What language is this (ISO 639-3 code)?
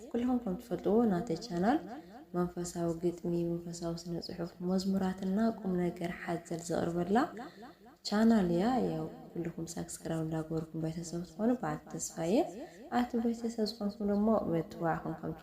tir